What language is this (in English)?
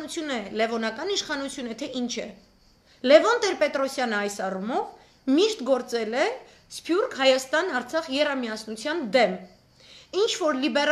Armenian